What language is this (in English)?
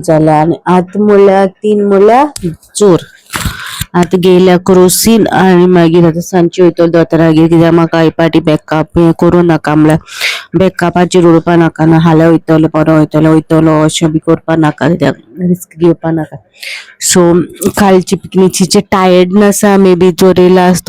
Konkani